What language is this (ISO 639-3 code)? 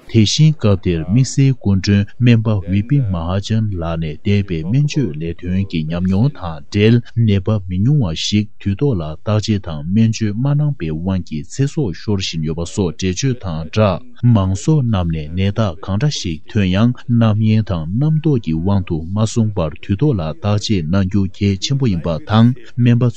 bod